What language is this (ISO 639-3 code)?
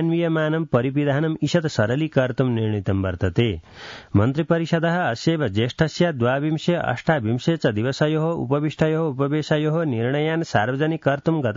san